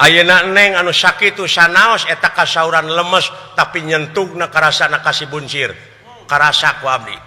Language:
Sundanese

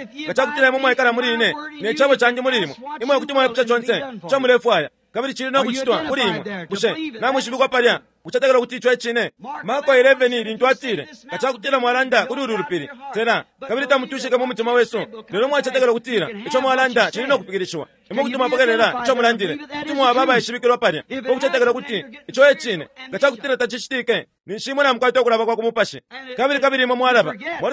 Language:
Bemba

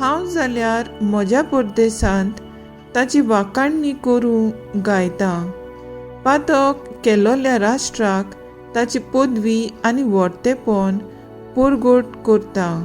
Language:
Konkani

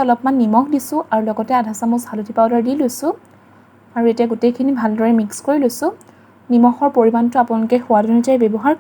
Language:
Assamese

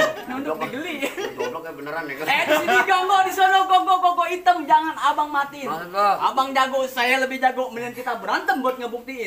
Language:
Betawi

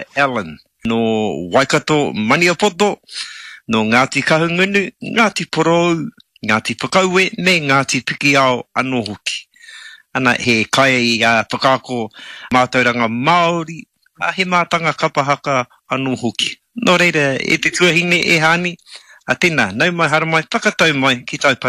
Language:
Māori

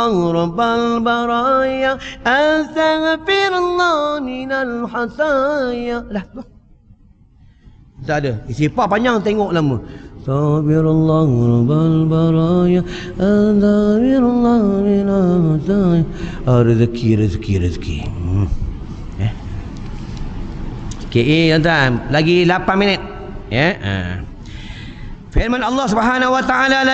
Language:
Malay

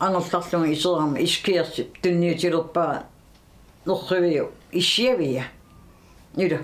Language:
Kalaallisut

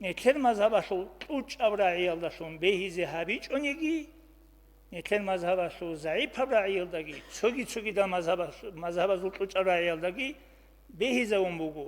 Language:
Avaric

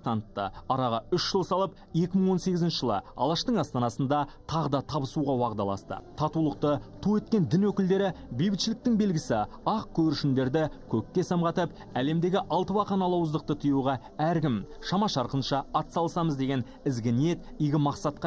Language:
Kazakh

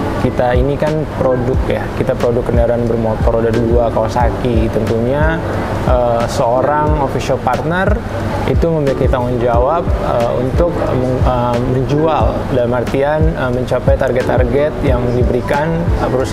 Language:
Indonesian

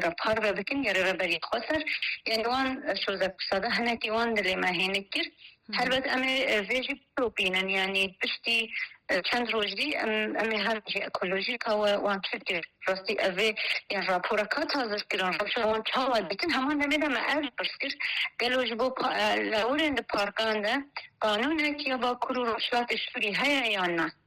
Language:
Kurdish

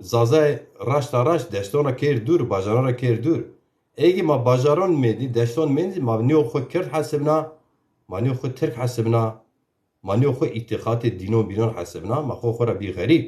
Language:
Zaza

